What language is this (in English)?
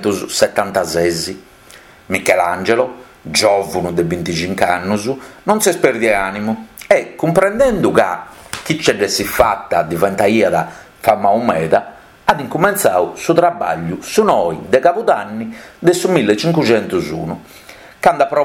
Sardinian